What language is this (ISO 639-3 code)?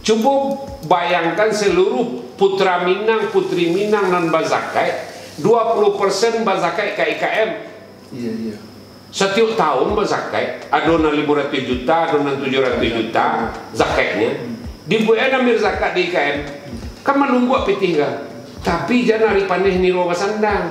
min